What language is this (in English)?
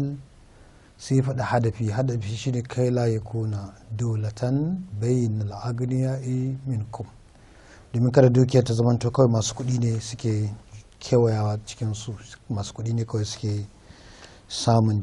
Hausa